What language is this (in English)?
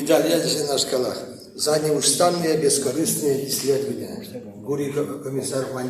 Chuvash